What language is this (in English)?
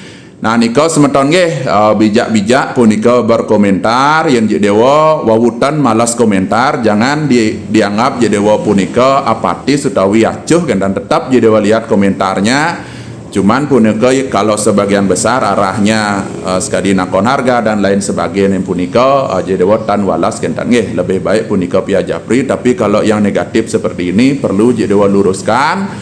Balinese